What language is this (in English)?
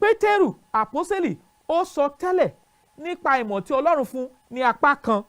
Yoruba